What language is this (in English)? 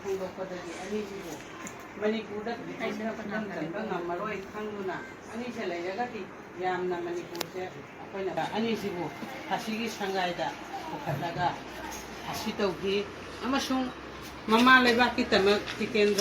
Manipuri